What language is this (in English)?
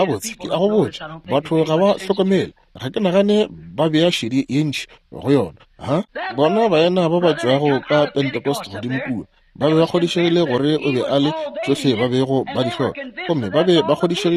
Northern Sotho